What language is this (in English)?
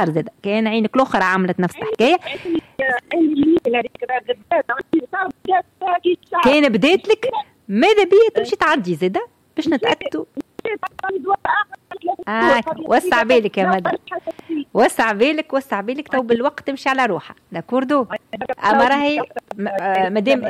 Tunisian Arabic